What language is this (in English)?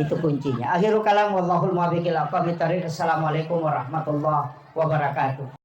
Buginese